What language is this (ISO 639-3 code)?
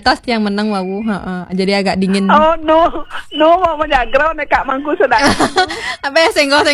ind